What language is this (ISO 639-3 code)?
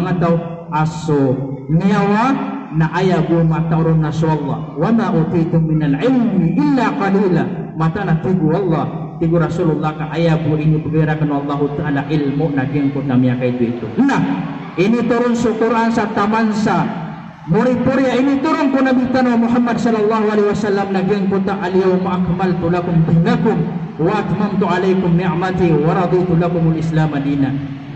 mrw